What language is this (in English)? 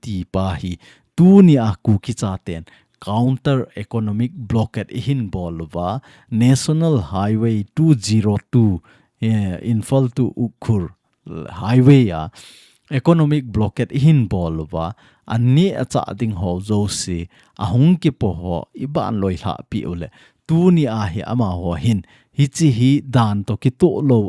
Thado Chin